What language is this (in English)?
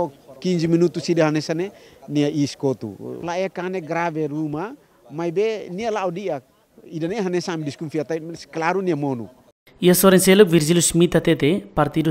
Tetum